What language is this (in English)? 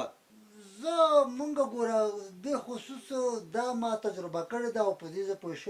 Pashto